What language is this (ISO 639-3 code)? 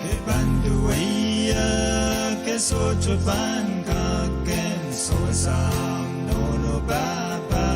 pon